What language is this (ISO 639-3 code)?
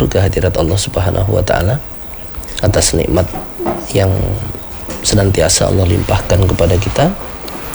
ind